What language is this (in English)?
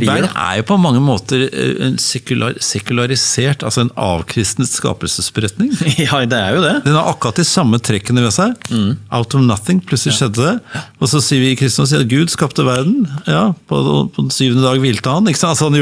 Norwegian